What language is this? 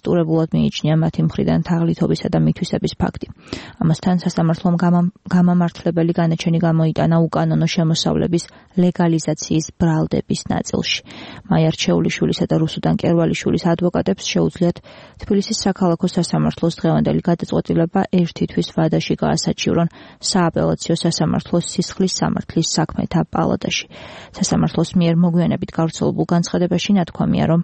Georgian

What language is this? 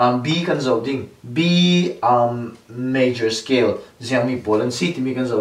Falam Chin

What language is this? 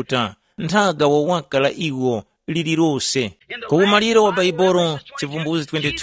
Tumbuka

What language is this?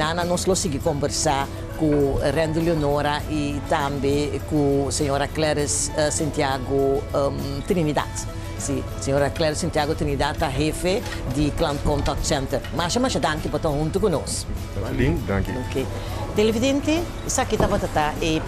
Papiamento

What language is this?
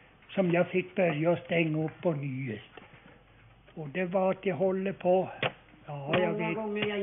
Swedish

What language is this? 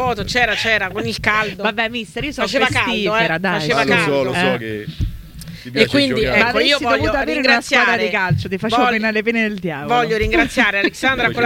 Italian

